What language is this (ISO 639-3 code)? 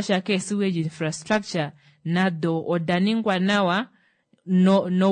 kua